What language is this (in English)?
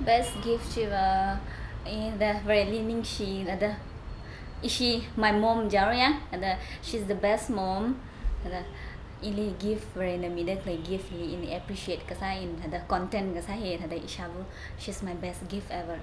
Tangkhul Naga (India)